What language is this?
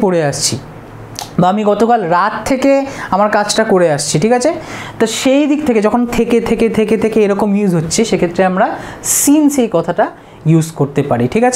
Bangla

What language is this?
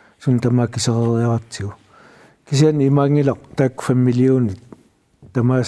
Kalaallisut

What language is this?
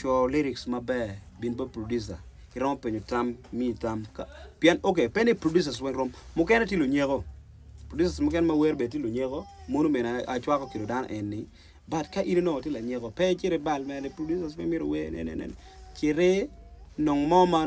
Acoli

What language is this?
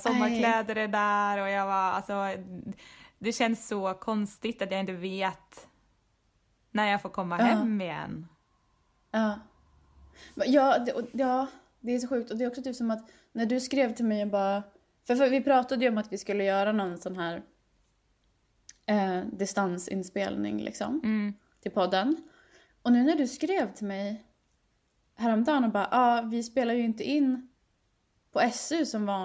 Swedish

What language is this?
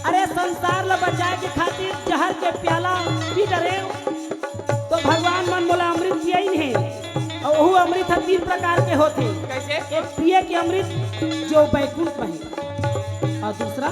Chhattisgarhi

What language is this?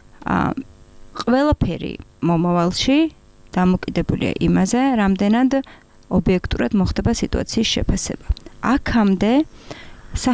Georgian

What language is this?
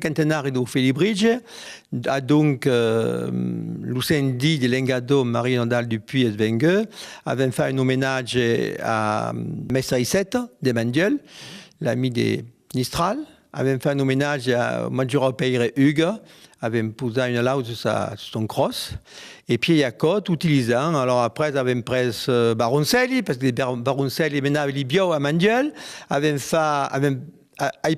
Occitan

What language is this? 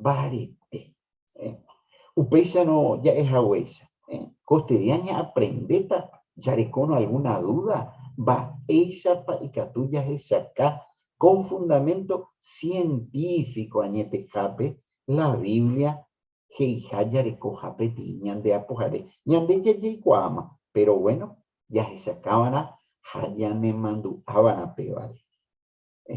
Guarani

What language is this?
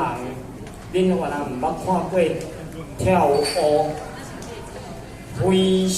Min Nan Chinese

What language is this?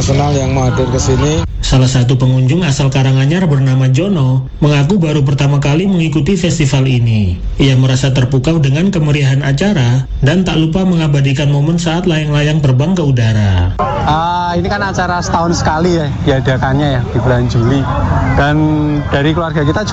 Indonesian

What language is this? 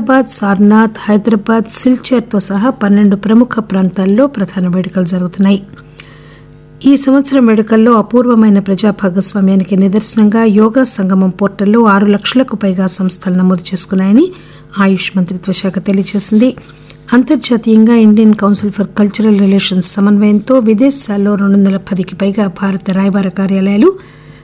Telugu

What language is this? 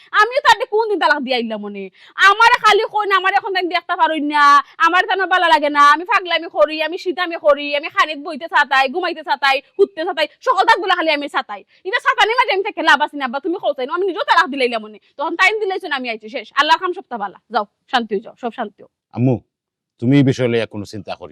Sylheti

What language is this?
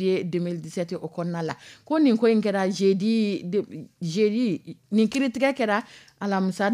Dyula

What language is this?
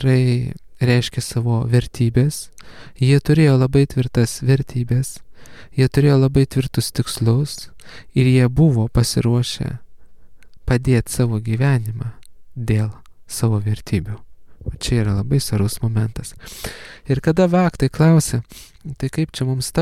Lithuanian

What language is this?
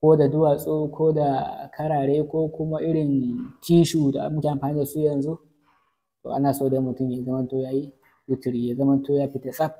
Hausa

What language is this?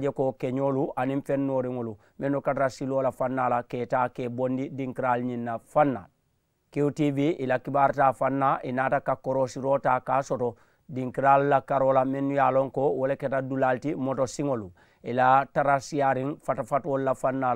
Mandingo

